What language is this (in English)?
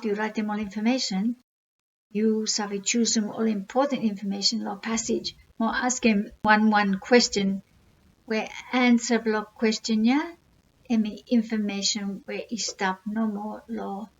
Bislama